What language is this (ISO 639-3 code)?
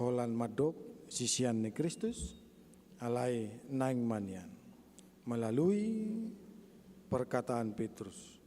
bbc